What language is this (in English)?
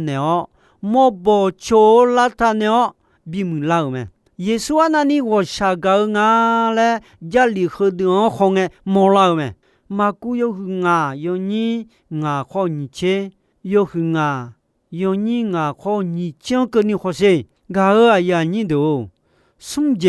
Akha